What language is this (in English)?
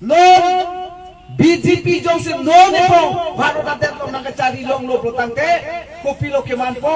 Karbi